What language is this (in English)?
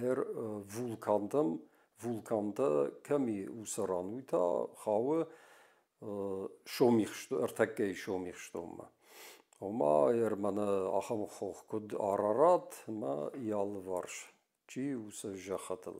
Ossetic